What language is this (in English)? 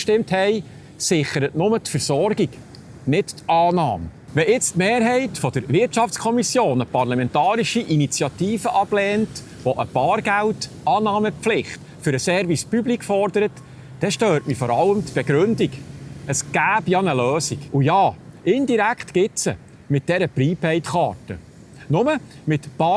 Swiss German